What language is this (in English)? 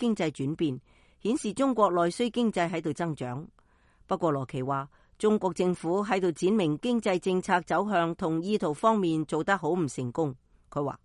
Cantonese